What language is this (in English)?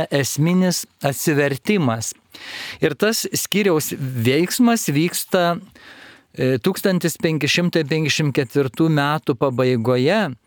Lithuanian